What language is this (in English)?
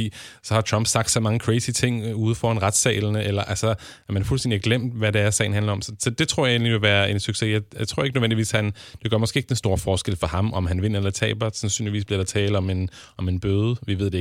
Danish